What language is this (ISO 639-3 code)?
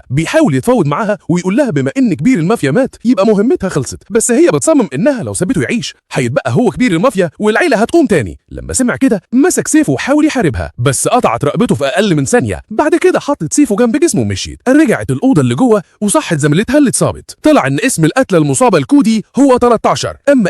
arz